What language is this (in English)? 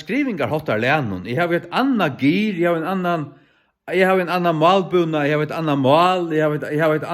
Faroese